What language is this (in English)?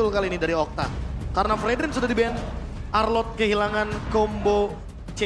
Indonesian